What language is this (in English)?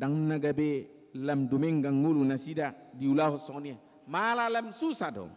Batak Toba